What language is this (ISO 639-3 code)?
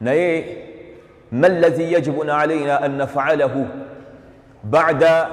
lug